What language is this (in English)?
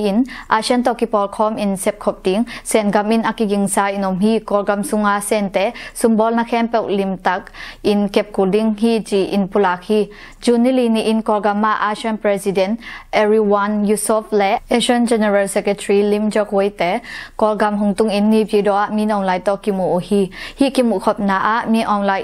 Tedim Chin